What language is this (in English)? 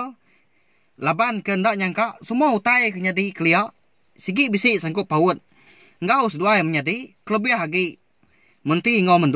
Iban